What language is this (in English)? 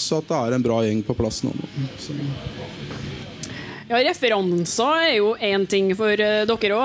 Norwegian